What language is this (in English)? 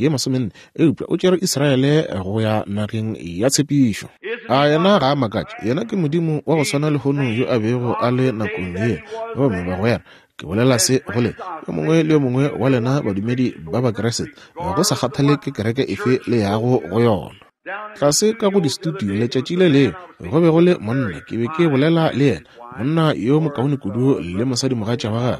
Northern Sotho